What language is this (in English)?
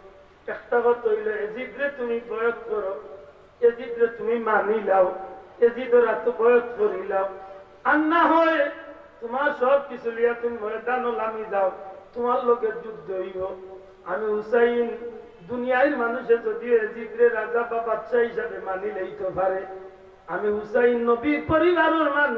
Sylheti